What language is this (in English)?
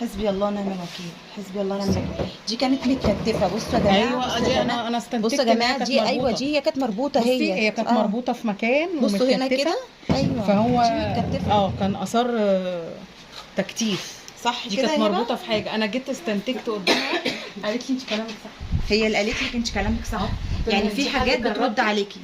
Egyptian Arabic